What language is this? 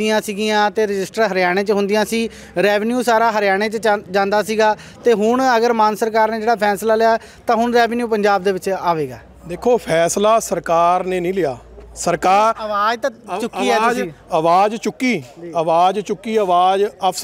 Punjabi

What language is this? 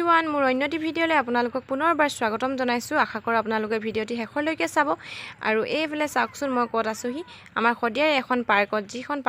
Assamese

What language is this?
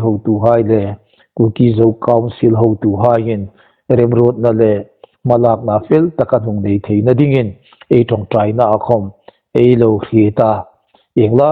Hmar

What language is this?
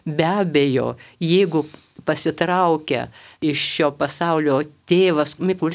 Lithuanian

